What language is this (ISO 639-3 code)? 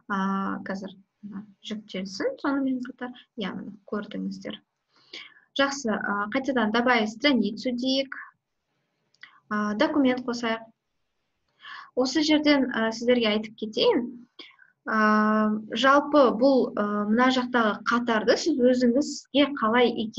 kaz